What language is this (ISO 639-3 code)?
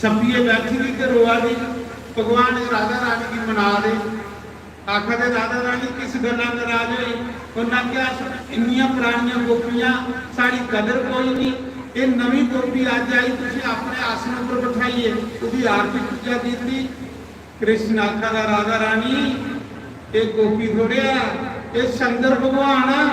doi